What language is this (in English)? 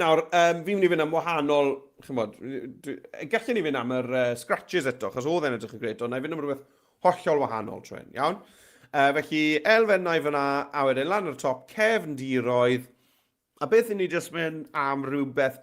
Welsh